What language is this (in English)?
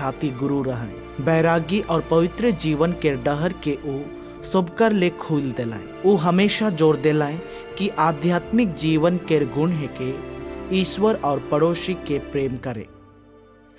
Sadri